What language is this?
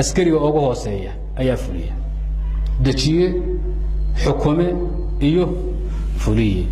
Somali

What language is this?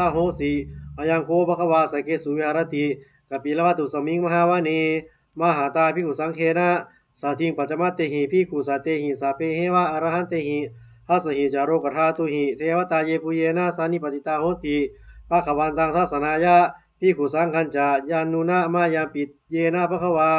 Pali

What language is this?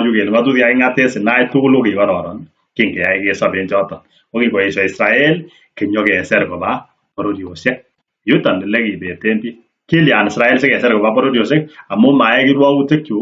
Kalenjin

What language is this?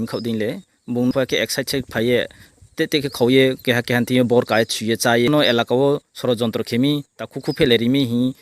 Riang (India)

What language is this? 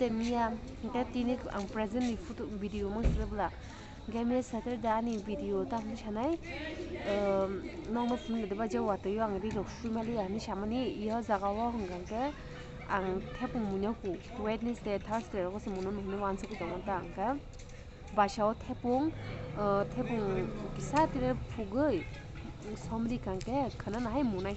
Kok Borok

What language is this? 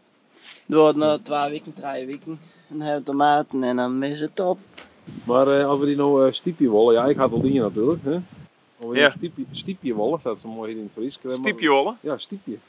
Western Frisian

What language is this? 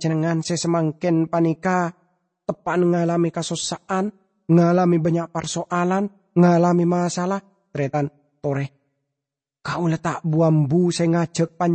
Madurese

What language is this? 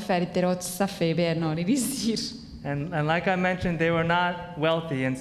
Chuukese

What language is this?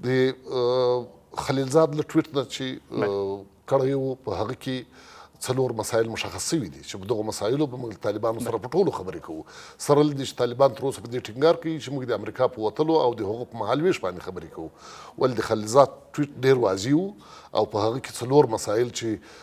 Pashto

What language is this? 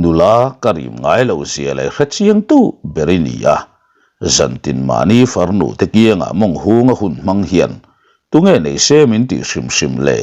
Mizo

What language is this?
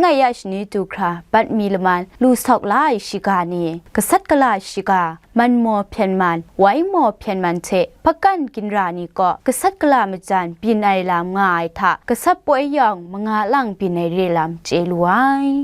Kachin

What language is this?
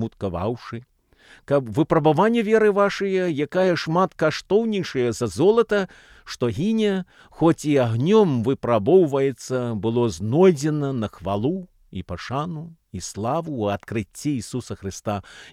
Belarusian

